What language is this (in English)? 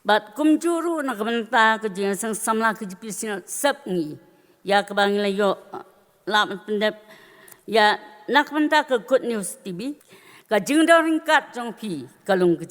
Khasi